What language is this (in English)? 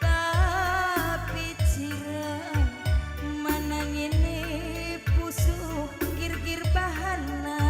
Batak Karo